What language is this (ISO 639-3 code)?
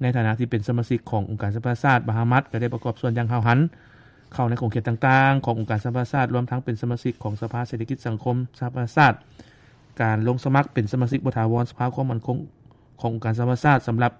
lao